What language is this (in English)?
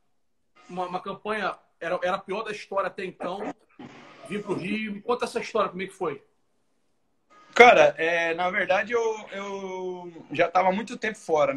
Portuguese